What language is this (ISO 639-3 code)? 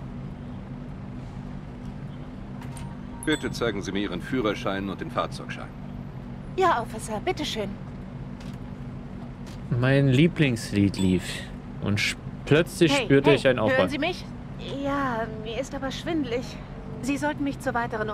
deu